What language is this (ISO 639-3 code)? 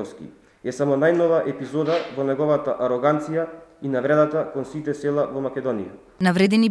mkd